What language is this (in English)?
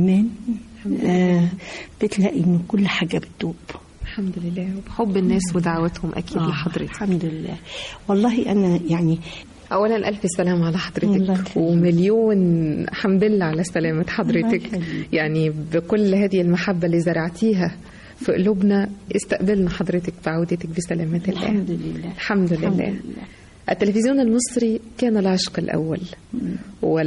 Egyptian Arabic